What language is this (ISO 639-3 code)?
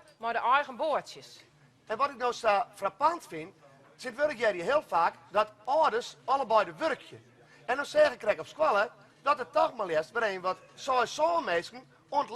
fry